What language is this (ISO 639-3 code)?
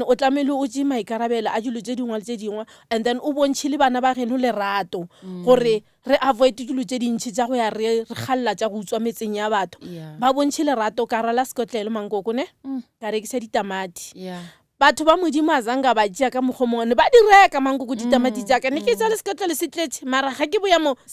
nso